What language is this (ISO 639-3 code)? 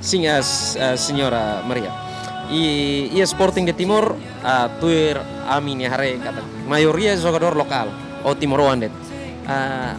tet